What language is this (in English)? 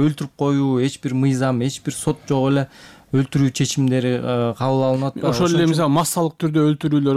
Kyrgyz